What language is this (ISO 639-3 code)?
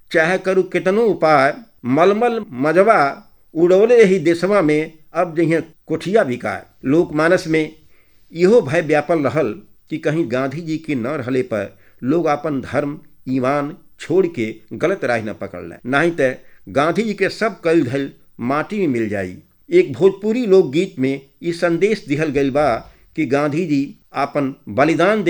bho